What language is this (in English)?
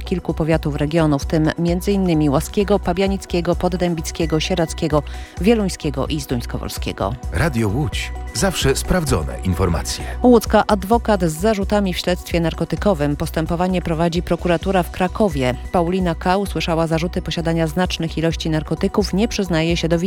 Polish